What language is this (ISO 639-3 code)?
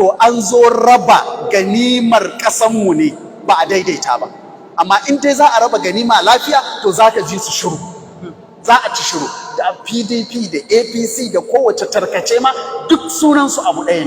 hau